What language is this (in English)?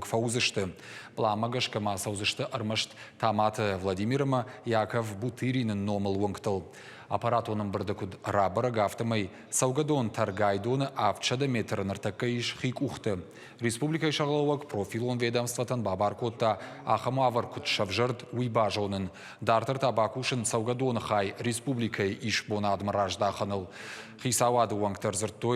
Ossetic